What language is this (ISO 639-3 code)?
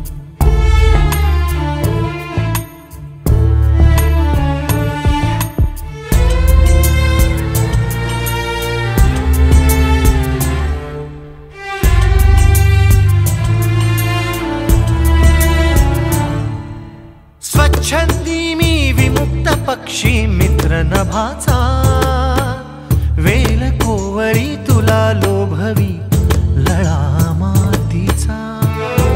mar